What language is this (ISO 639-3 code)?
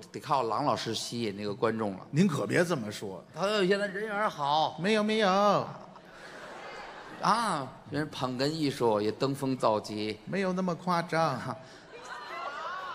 zho